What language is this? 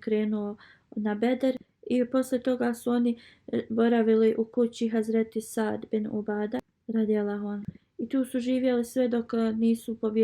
Bosnian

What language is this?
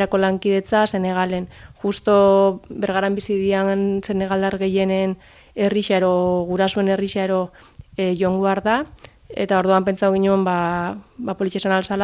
Basque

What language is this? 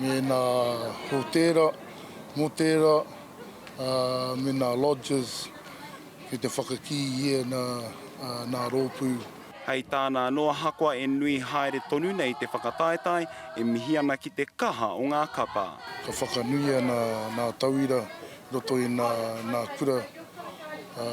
Māori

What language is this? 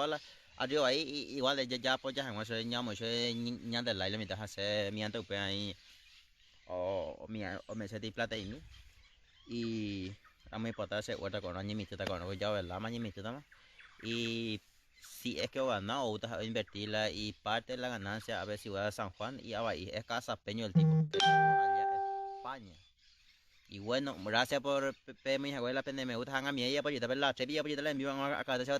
Guarani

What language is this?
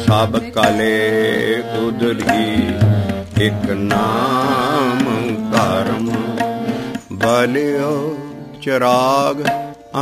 Punjabi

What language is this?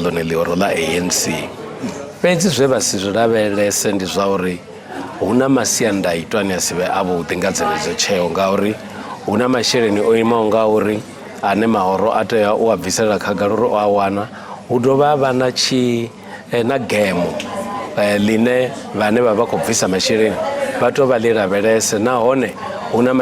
Venda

